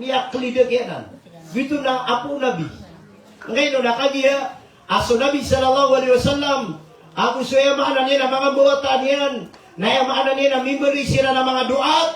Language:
Maranao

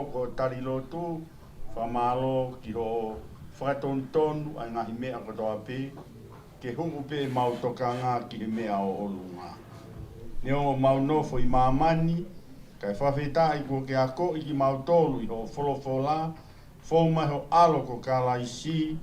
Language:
Tongan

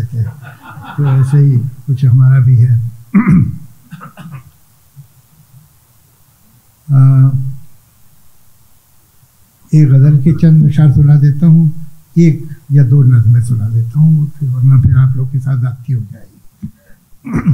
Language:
Urdu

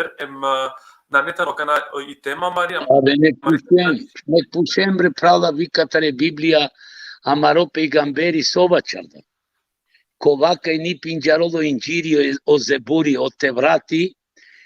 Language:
Balkan Romani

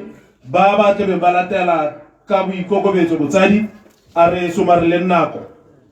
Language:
Tswana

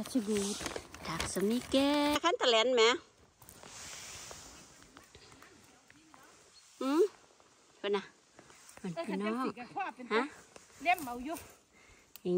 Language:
Thai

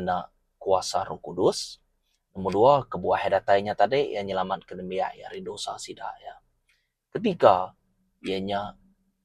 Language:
Iban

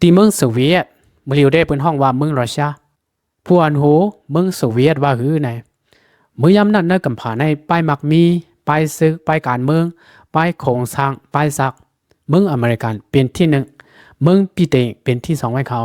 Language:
Lao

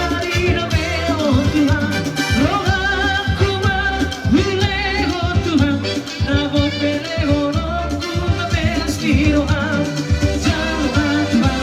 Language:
Batak Toba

